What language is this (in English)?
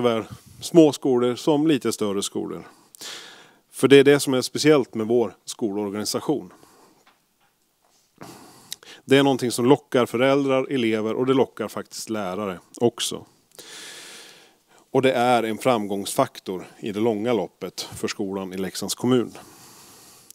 Swedish